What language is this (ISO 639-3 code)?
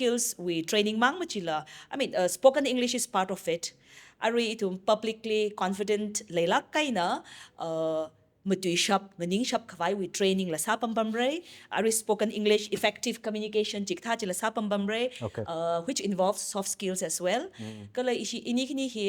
nmf